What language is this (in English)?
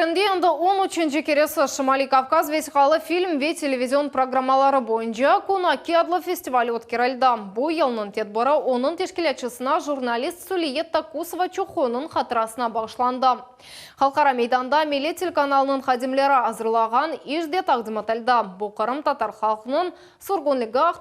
Crimean Tatar